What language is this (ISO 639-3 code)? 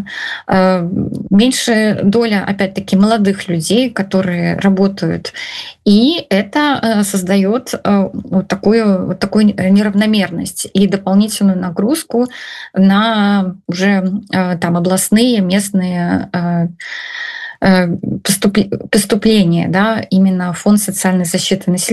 rus